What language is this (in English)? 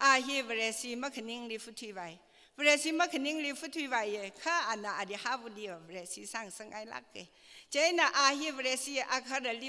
Tangkhul Naga (India)